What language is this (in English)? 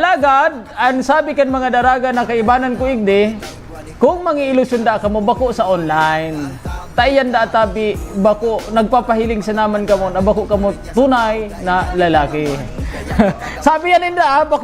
Bikol